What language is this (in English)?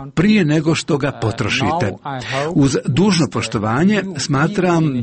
Croatian